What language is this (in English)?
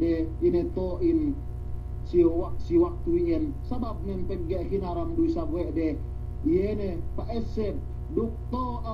Yakan